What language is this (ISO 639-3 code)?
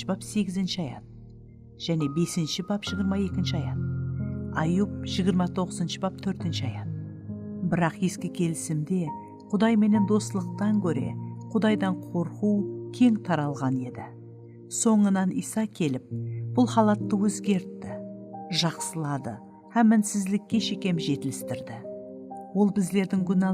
kaa